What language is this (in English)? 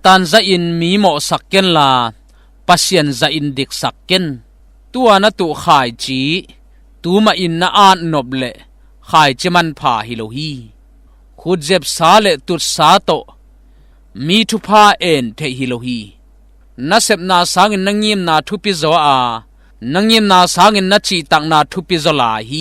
Tedim Chin